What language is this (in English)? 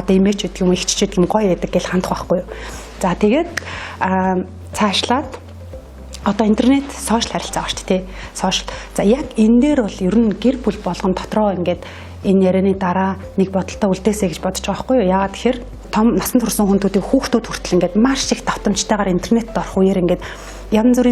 Mongolian